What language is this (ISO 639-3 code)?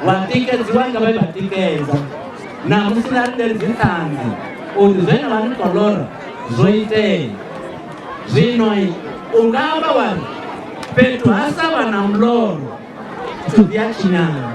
ven